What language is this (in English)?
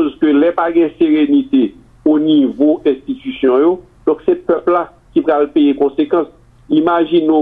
Haitian Creole